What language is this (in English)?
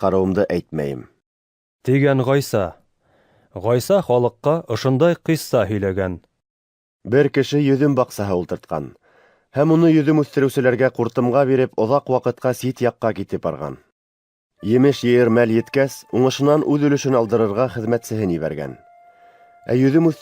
Bashkir